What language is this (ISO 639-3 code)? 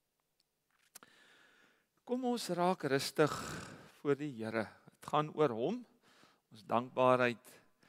afr